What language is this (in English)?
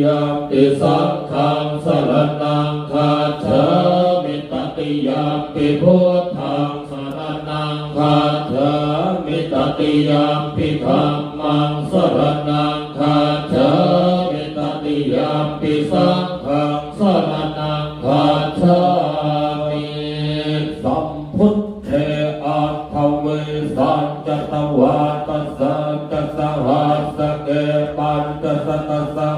Pali